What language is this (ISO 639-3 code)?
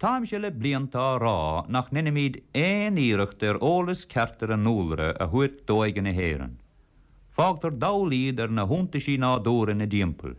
gle